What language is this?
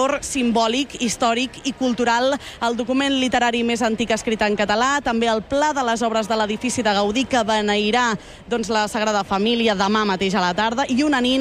Catalan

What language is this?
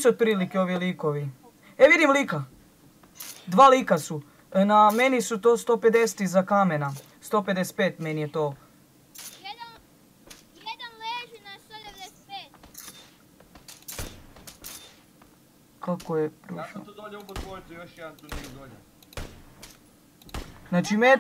Croatian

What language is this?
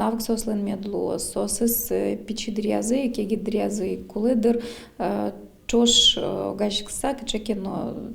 Udmurt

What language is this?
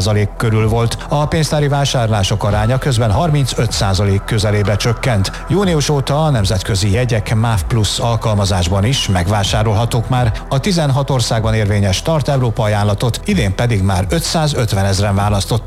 Hungarian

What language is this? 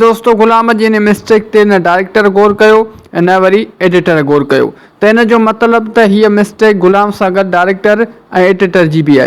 Sindhi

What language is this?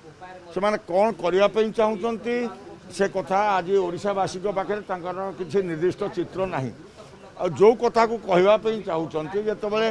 Odia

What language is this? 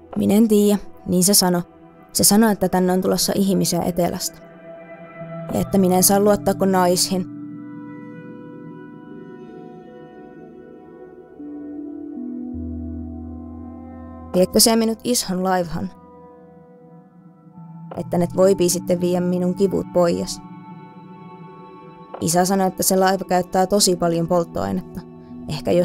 Finnish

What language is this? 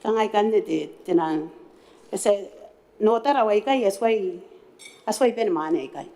Gilbertese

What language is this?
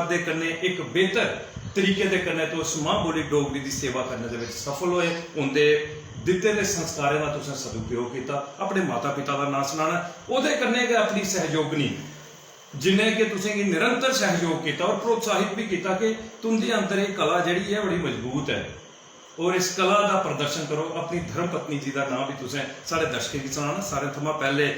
Dogri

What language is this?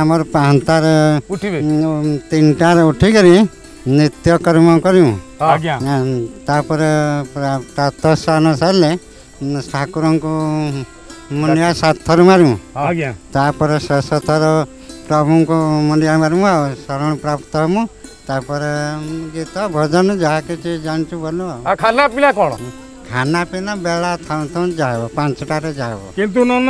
Odia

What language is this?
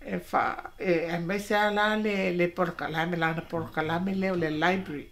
Samoan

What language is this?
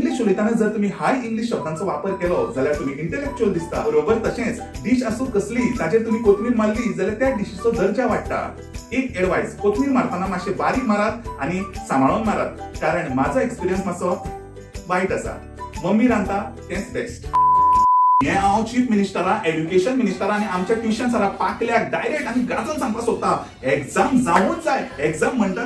Konkani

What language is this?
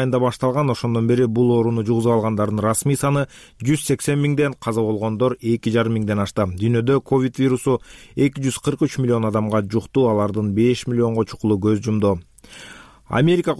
Kyrgyz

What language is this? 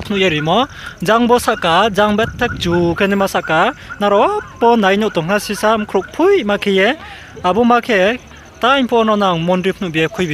Riang (India)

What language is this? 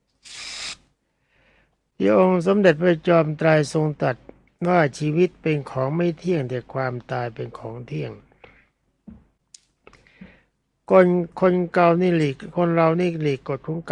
Thai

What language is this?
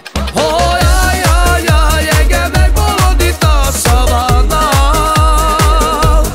Hungarian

